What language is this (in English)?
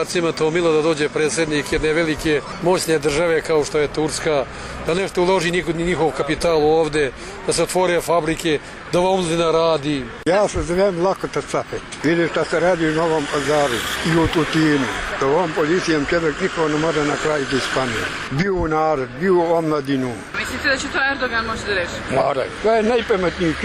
Serbian